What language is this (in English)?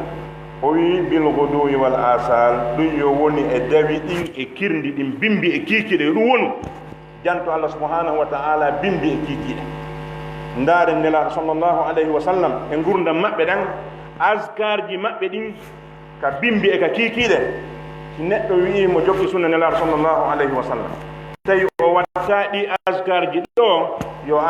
Pular